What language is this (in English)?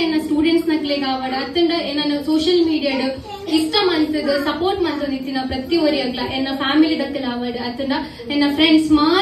Tulu